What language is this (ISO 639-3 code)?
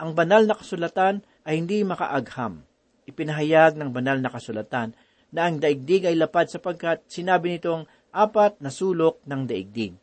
fil